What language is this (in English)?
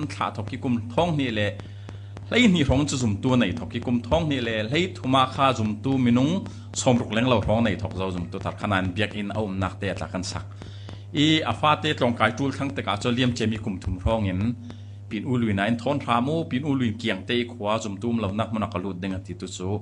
Falam Chin